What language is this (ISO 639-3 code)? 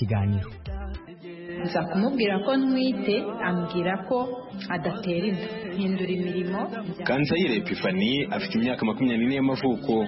kin